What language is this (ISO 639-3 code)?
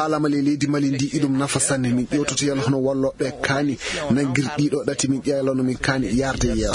ful